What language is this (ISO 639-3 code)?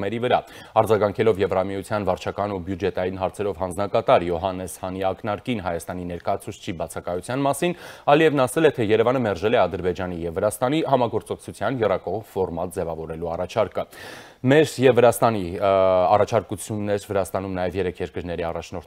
hye